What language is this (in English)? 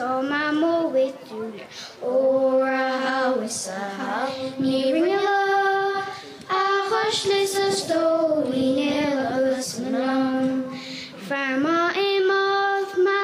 Irish